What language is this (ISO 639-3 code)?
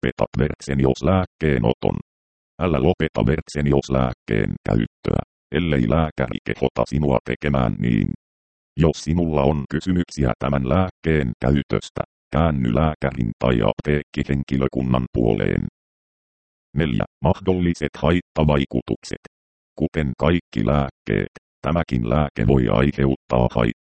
fin